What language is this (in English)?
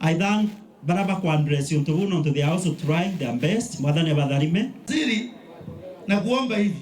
Meru